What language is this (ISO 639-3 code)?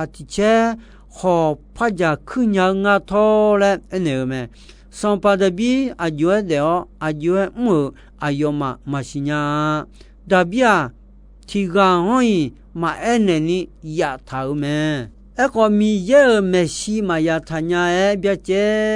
ahk